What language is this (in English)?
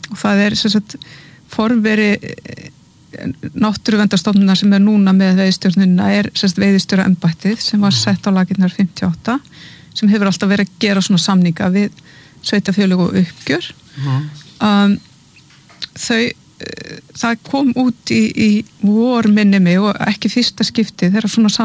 Icelandic